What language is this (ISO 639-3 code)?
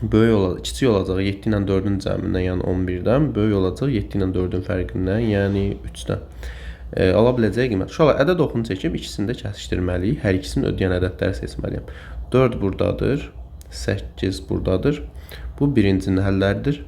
aze